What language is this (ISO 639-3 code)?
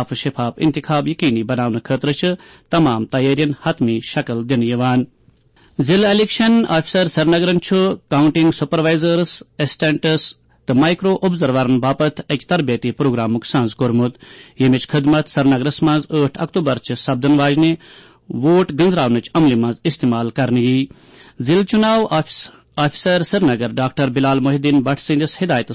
kas